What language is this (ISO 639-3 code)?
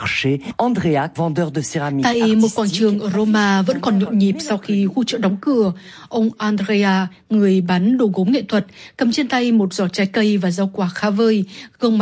vie